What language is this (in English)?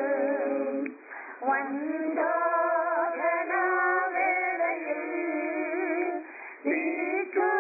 Malayalam